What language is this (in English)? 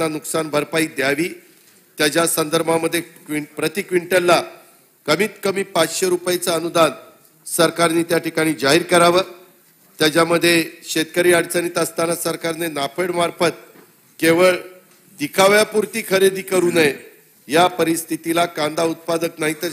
Marathi